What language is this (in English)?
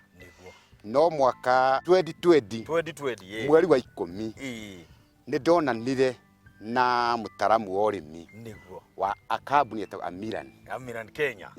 Kikuyu